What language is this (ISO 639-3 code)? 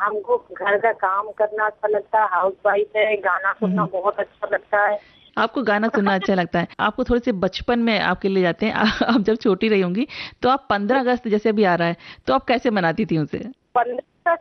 hin